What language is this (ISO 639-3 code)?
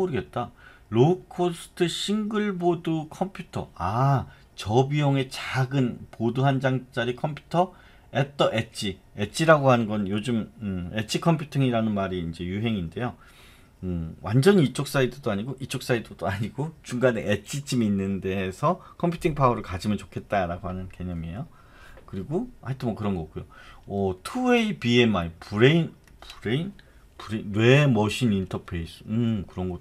kor